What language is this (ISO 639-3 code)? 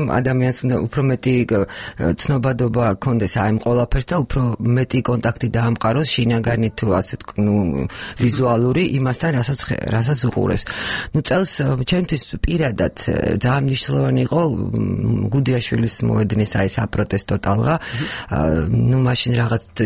kat